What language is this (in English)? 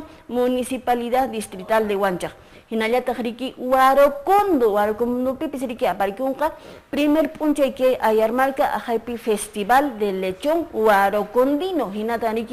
Quechua